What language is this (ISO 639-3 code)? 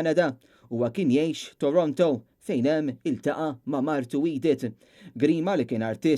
mlt